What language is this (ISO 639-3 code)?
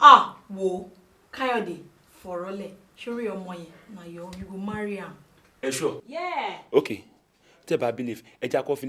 yor